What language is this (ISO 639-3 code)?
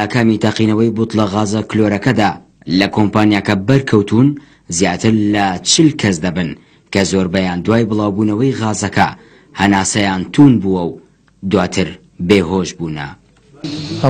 ckb